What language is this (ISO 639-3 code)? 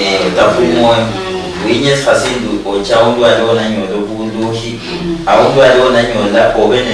luy